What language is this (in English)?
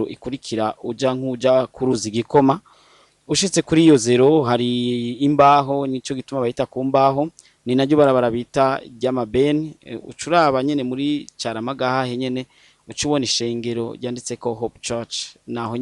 Rundi